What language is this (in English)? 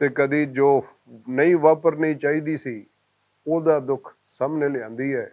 Western Panjabi